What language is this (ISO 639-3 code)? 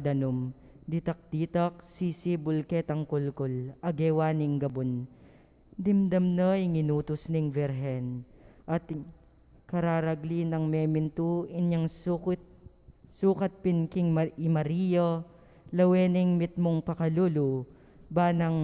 pam